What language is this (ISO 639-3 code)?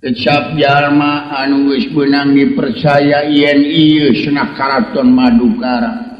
sun